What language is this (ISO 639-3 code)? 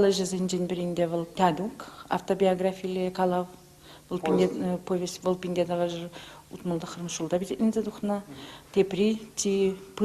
chv